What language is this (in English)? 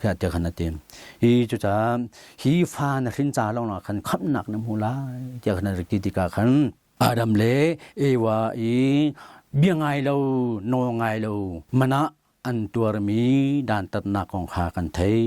Hakha Chin